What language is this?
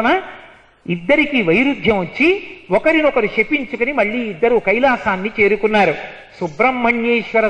Telugu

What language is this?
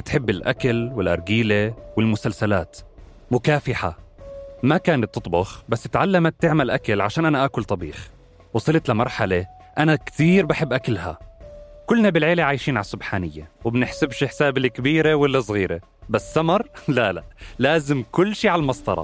North Levantine Arabic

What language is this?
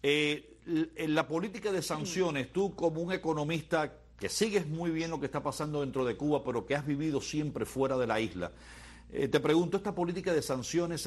Spanish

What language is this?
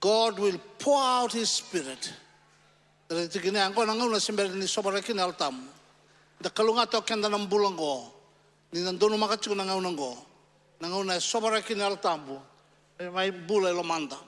Fijian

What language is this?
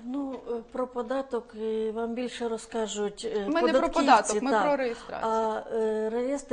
Ukrainian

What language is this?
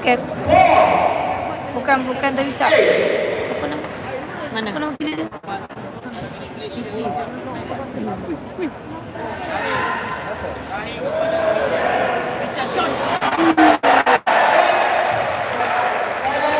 Malay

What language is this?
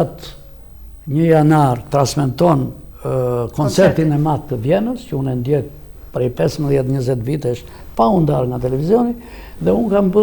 Albanian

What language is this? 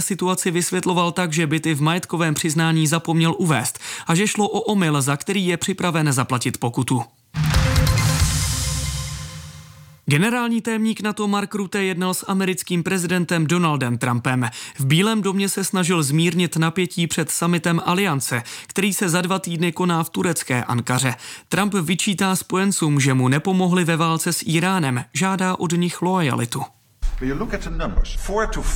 Czech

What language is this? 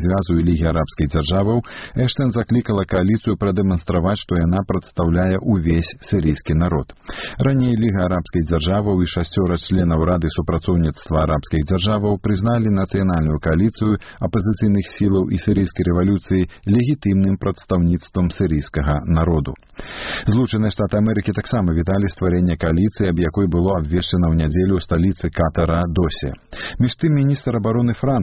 Belarusian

